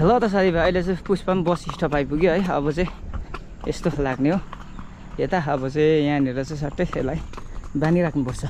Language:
Nepali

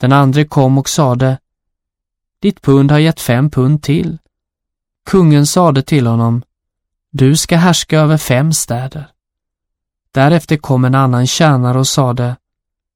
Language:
Swedish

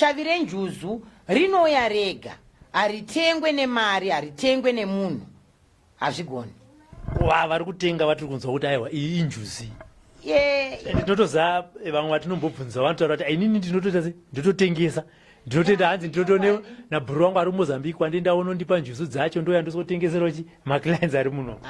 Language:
Shona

